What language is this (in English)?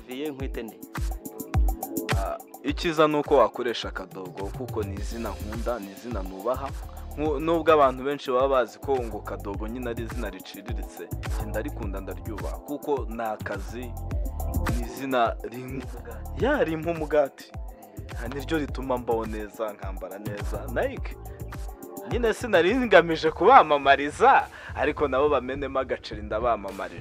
Kinyarwanda